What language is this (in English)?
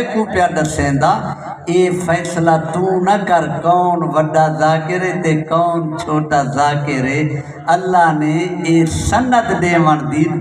Saraiki